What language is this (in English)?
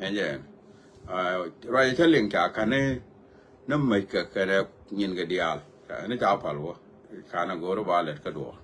Nuer